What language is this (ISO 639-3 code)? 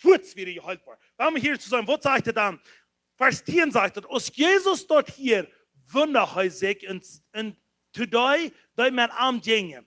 pdt